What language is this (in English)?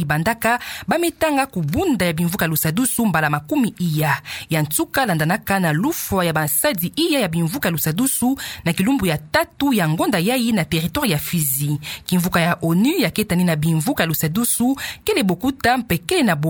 Kituba (Democratic Republic of Congo)